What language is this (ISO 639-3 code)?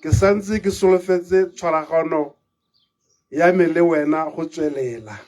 tsn